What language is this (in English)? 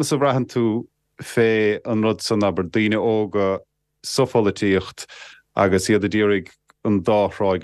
Irish